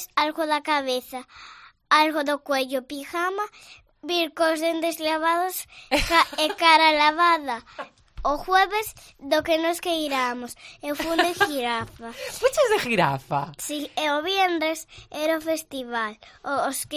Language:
Galician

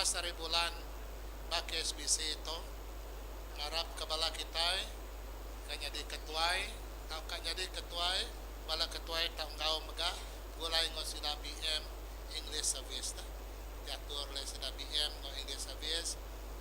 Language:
Iban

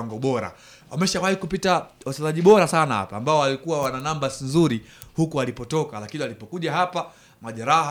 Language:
Swahili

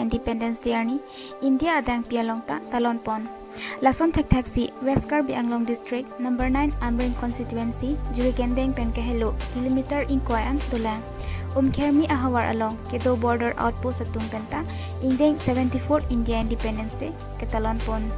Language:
Karbi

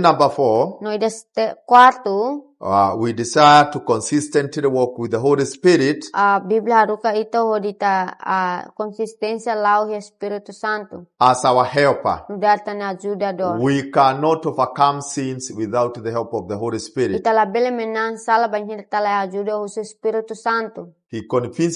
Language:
Tetum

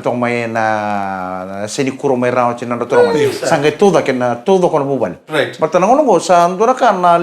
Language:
Fijian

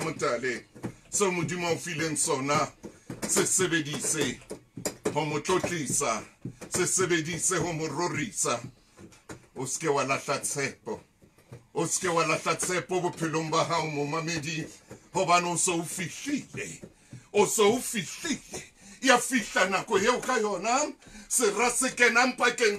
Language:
Southern Sotho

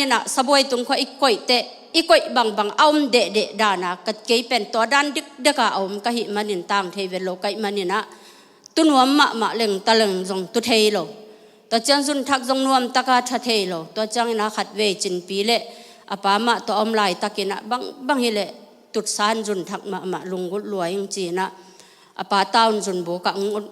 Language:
Tedim Chin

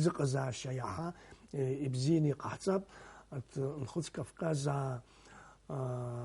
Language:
Abkhazian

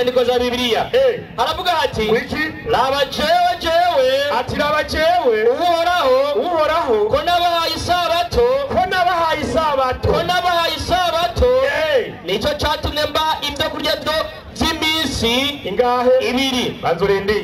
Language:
Rundi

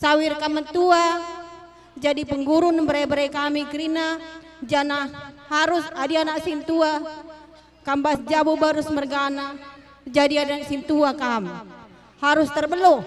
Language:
Batak Karo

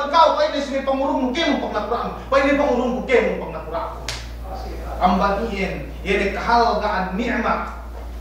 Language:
Yakan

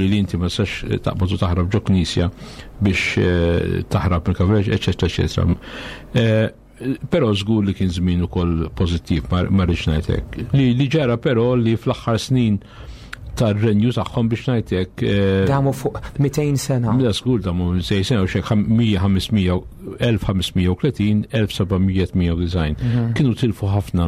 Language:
Maltese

